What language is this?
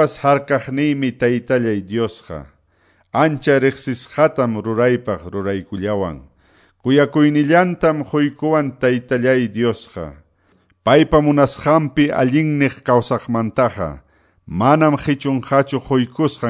Quechua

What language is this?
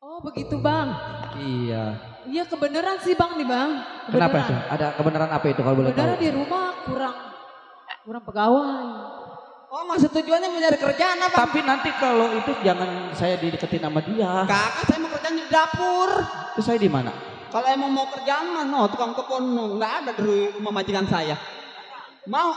Betawi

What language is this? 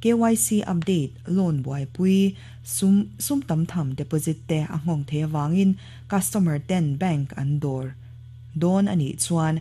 Mizo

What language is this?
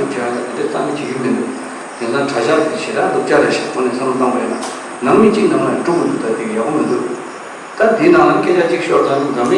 Tibetan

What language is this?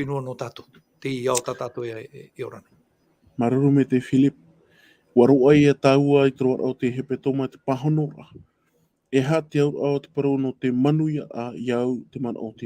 Tahitian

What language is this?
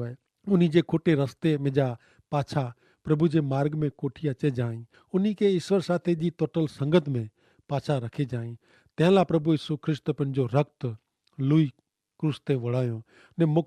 Kachhi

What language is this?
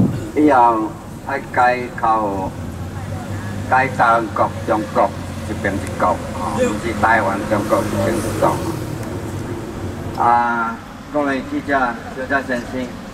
Min Nan Chinese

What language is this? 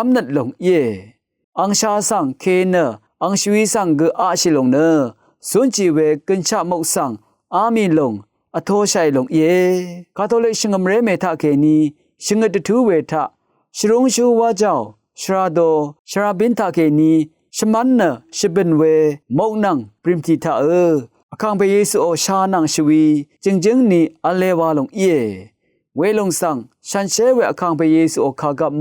Rawang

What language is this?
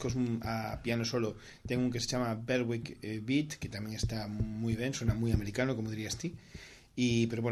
Galician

